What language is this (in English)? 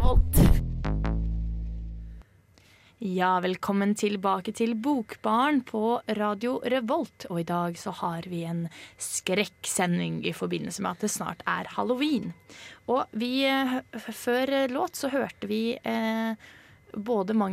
Norwegian